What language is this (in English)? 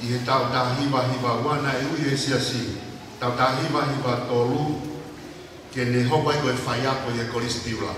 Tongan